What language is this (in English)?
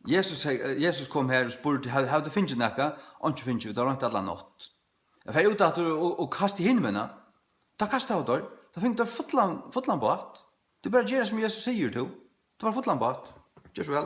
Faroese